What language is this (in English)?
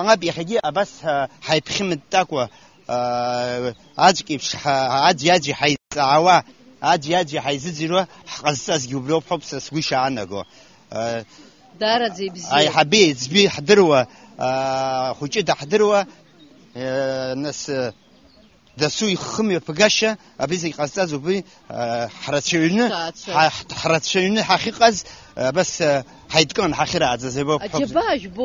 Abkhazian